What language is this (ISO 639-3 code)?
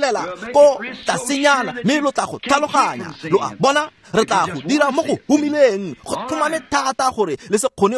tsn